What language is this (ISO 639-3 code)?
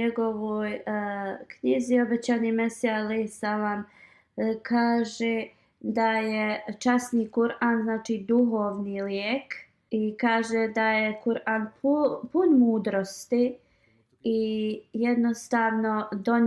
bos